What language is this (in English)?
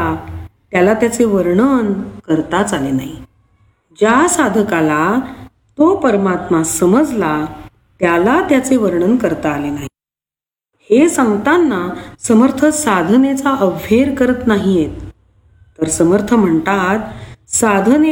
Marathi